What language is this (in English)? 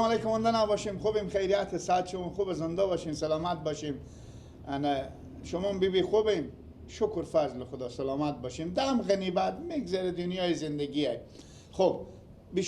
Persian